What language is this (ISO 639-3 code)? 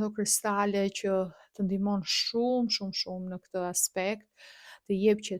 sqi